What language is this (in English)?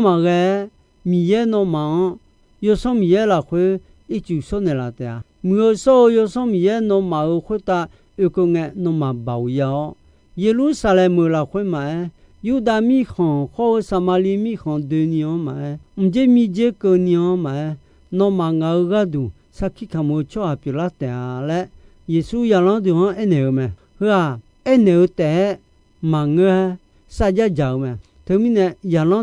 Akha